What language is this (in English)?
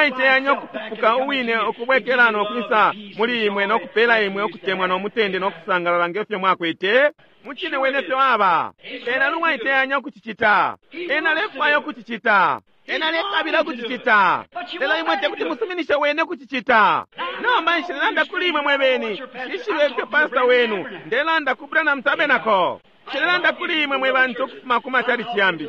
Bemba